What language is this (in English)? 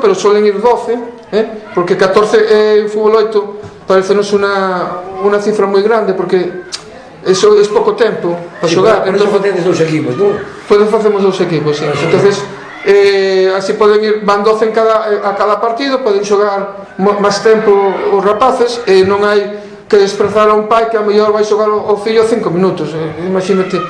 Galician